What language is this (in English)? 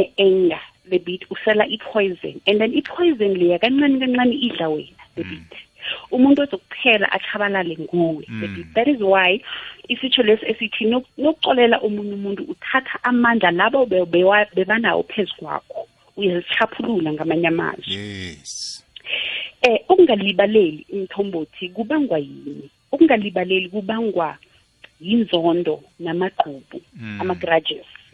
South Ndebele